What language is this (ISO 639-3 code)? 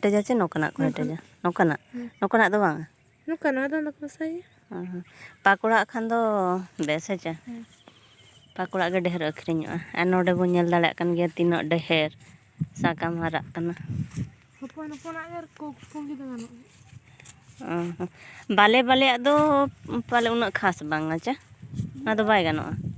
sat